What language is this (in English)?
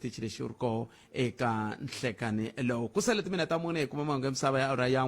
Tsonga